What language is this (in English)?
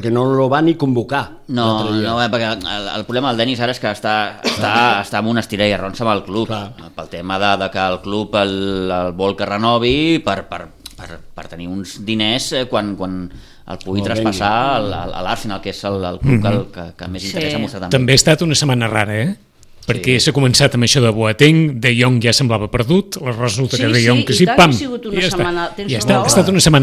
Catalan